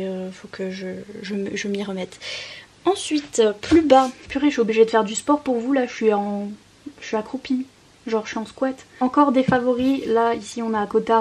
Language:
French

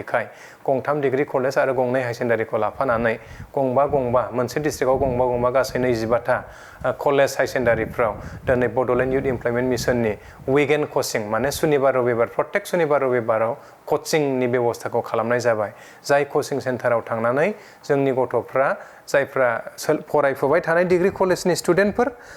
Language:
Bodo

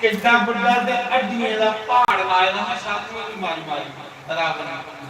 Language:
Dogri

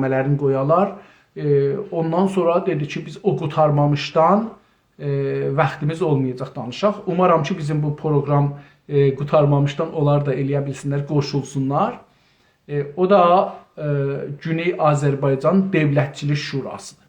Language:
South Azerbaijani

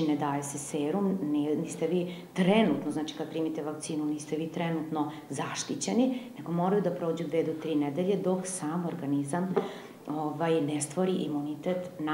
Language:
Serbian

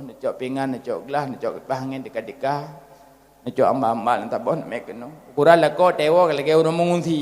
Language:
Achinese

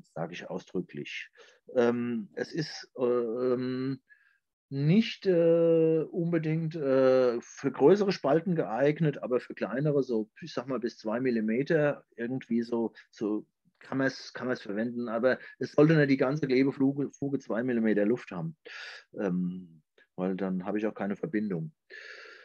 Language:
German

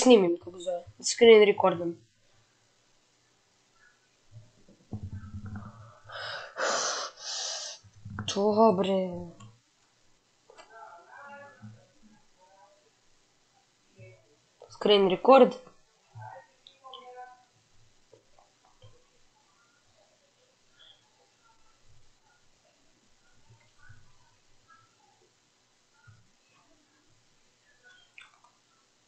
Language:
Croatian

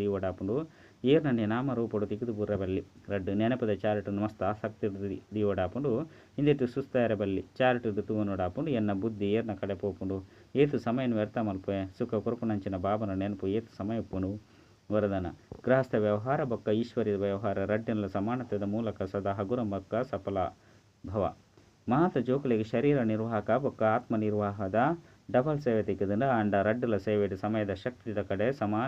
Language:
Tulu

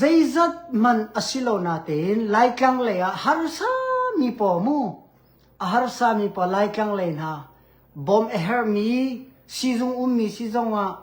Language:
Hakha Chin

